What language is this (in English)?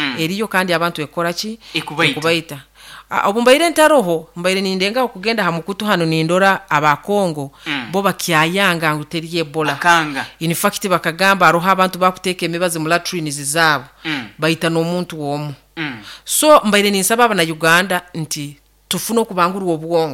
Nyoro